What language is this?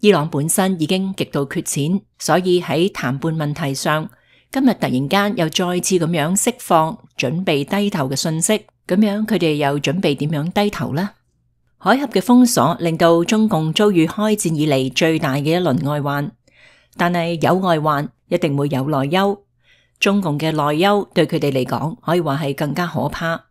Cantonese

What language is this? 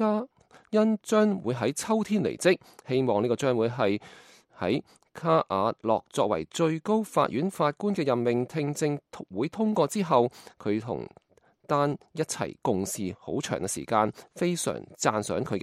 Cantonese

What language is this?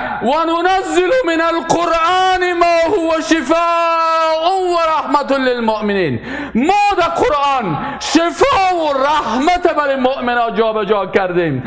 Persian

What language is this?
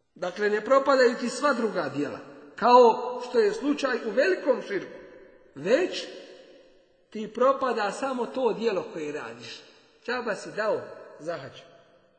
Bosnian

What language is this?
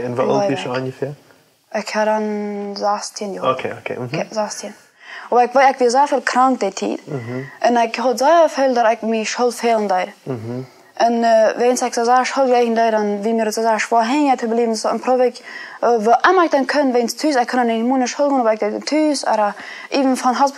Plautdietsch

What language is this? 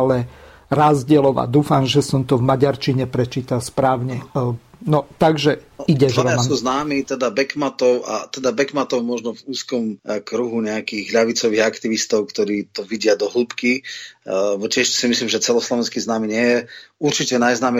Slovak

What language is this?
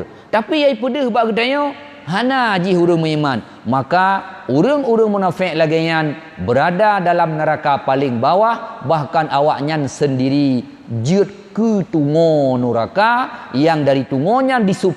Achinese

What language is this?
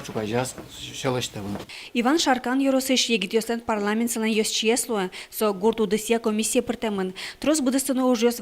Udmurt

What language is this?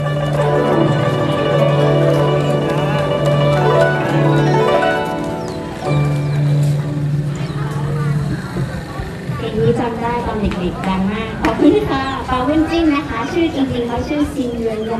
Thai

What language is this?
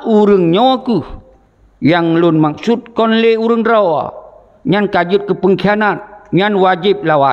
Achinese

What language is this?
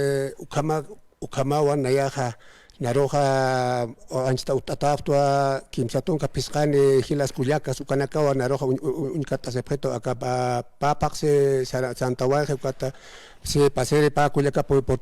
Aymara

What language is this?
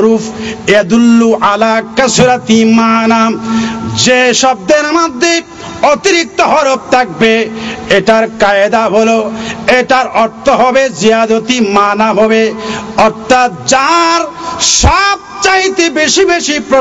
Bangla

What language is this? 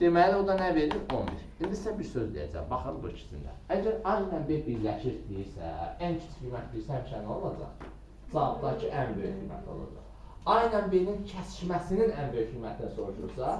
Azerbaijani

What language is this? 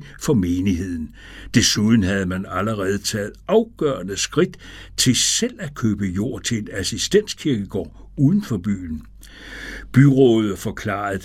Danish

